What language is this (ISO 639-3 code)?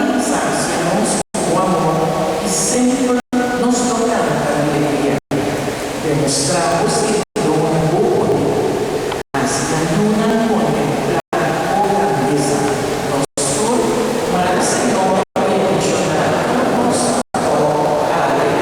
pap